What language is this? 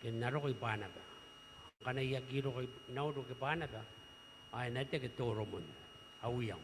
Gilbertese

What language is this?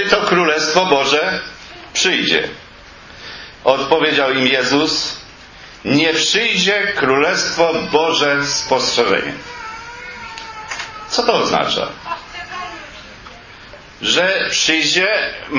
Polish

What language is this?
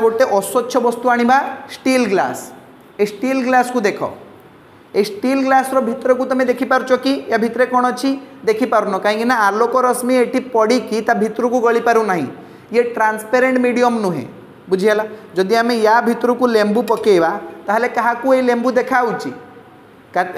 Odia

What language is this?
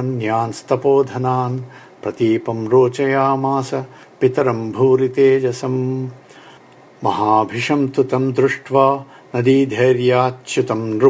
Sanskrit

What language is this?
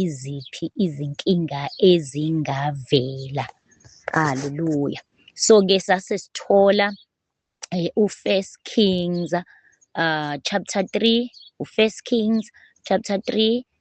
Zulu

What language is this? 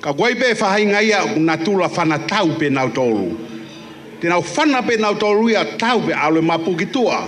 Tongan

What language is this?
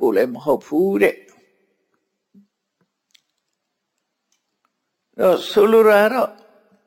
Burmese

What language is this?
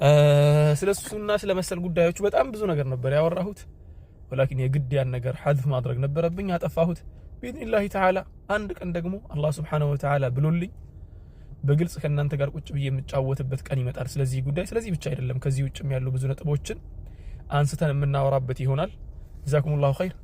Amharic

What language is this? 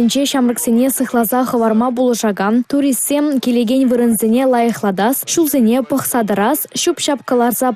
Chuvash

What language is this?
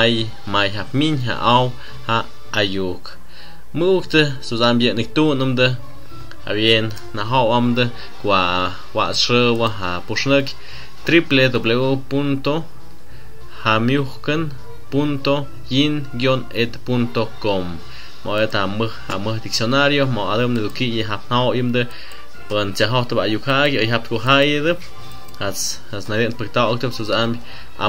Tlahuitoltepec Mixe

